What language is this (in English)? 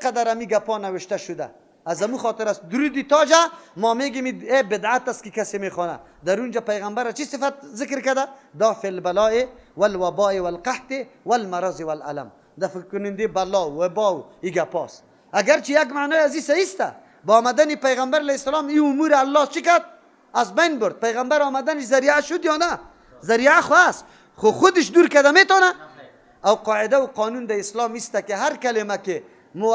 Persian